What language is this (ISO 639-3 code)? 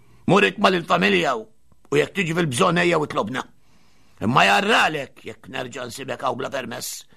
mlt